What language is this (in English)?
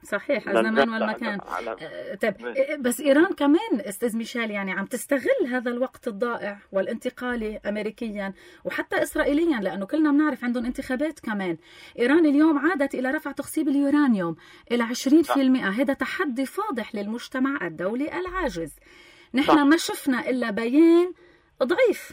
North Levantine Arabic